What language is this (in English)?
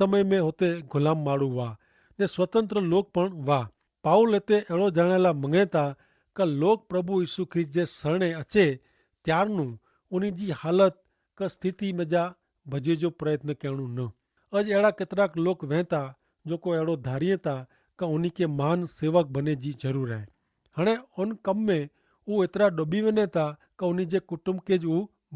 Kachhi